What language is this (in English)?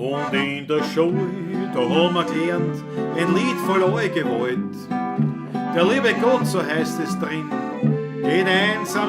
Bavarian